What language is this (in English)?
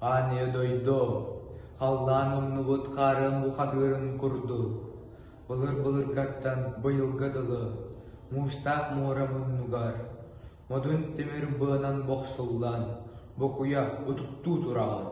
Yakut